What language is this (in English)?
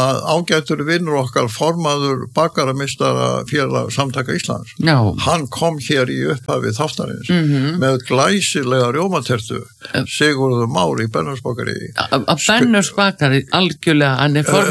Icelandic